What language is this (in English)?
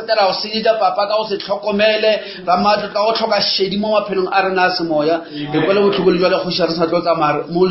Northern Sotho